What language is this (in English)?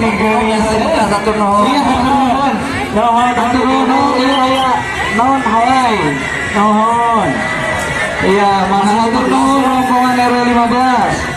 Sundanese